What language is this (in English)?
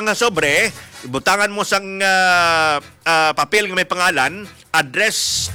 Hiligaynon